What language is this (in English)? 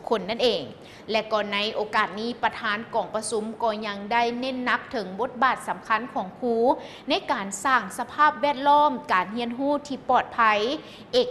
Lao